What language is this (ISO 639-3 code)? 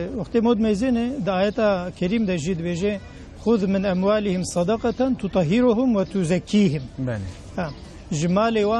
kur